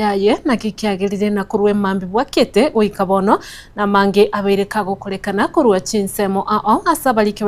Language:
Gusii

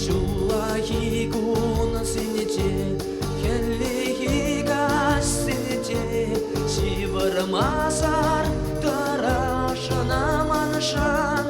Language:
Chuvash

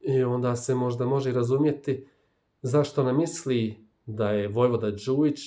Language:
Bosnian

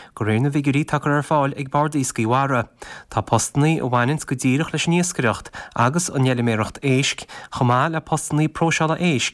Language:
Irish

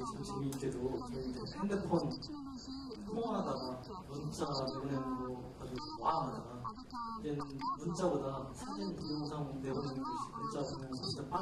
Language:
Korean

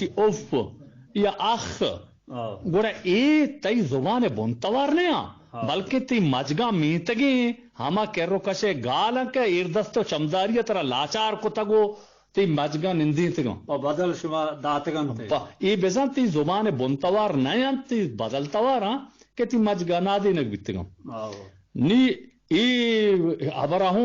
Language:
Eastern Balochi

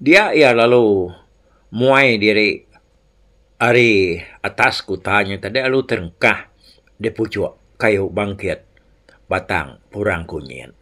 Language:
Iban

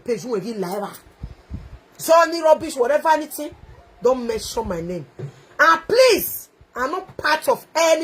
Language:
Nigerian Pidgin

